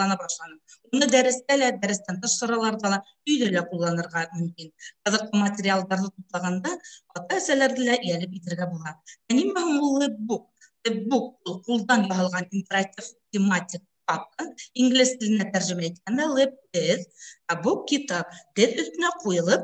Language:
Bashkir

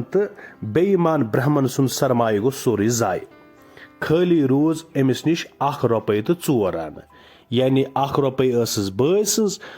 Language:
Kashmiri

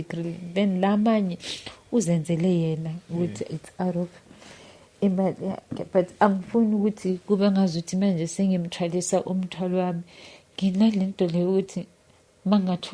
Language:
Zulu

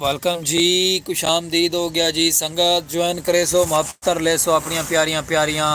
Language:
Saraiki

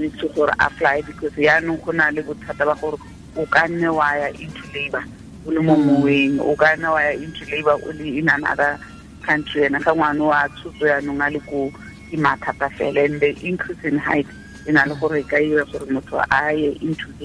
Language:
Tswana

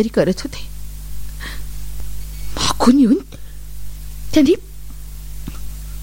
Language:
Marathi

